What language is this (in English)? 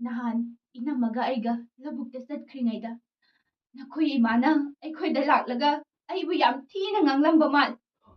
Manipuri